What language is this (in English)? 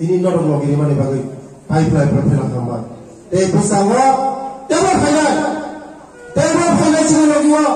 Riang (India)